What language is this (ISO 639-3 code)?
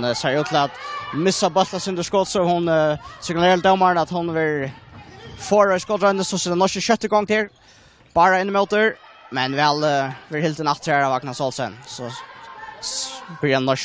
fao